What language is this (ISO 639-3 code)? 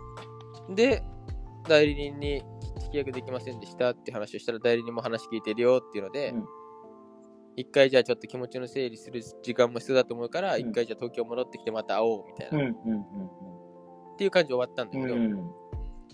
jpn